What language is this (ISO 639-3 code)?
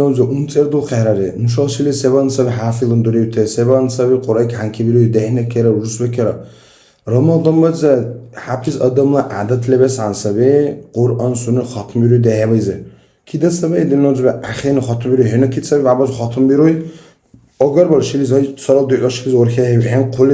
dar